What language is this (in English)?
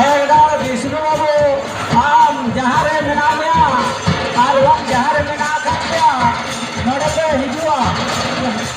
Santali